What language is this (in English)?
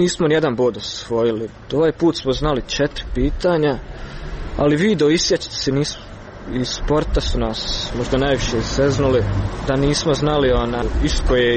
Croatian